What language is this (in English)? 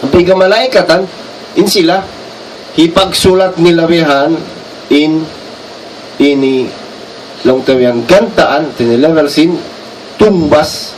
Tausug